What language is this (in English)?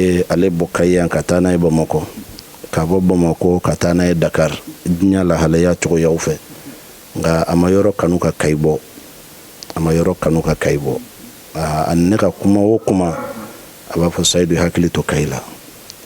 Bambara